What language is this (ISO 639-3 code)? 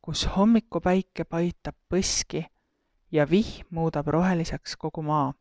est